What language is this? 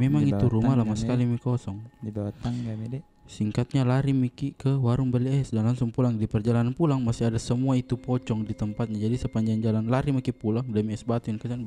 Makassar Malay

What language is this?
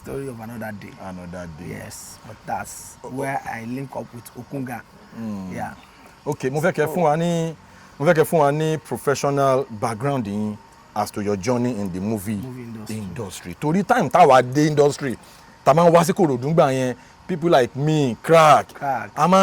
Yoruba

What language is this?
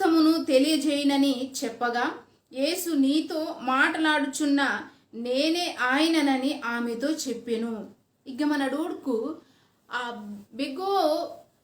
Koya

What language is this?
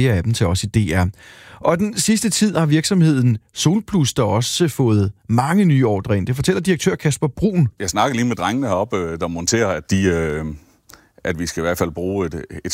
Danish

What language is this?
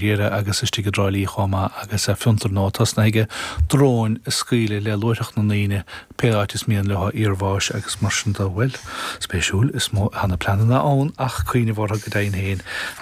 Irish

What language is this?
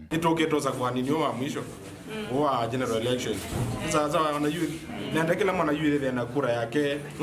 Kamba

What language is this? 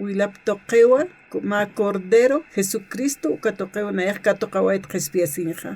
Aymara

